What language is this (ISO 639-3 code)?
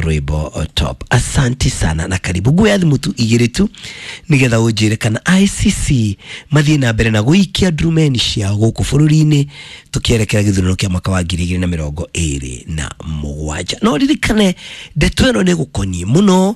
kik